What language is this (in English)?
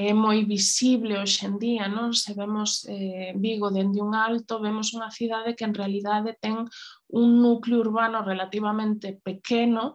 Galician